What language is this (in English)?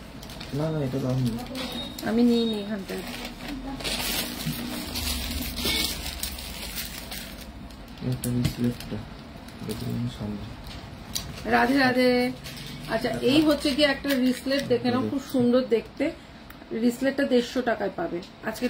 Bangla